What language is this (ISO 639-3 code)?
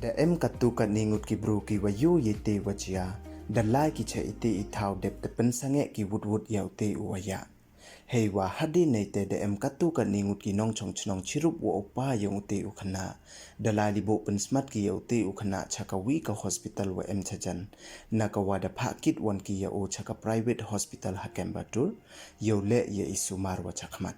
pbv